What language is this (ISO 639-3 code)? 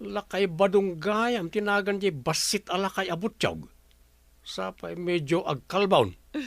ilo